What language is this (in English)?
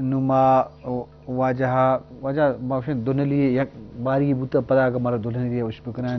Eastern Balochi